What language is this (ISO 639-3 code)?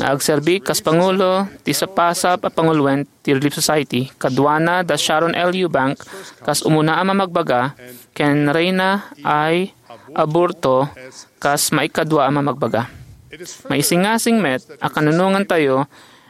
ilo